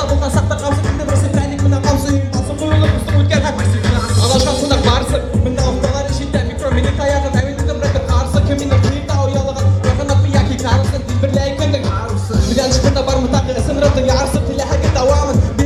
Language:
Bashkir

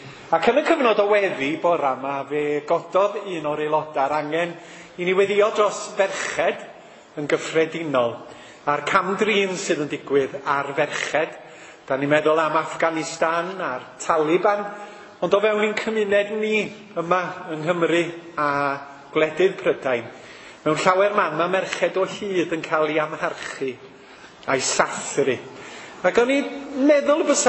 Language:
Welsh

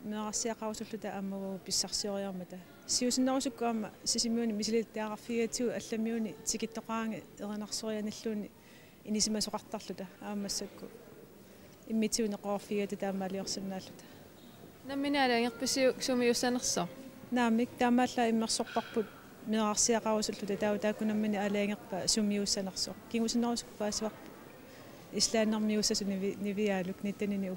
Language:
Kalaallisut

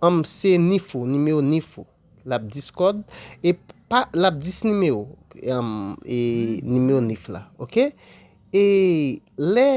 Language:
Haitian Creole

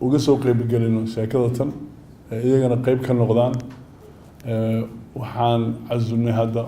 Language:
Somali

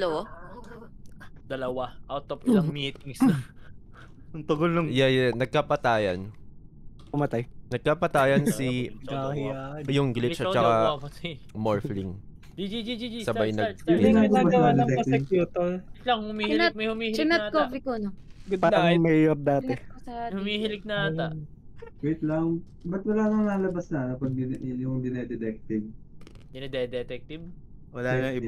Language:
Filipino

